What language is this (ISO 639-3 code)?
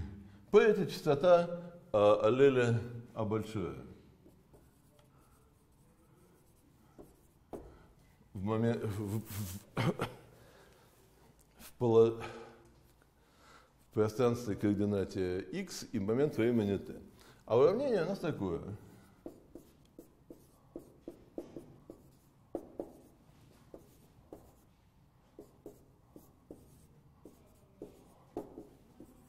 rus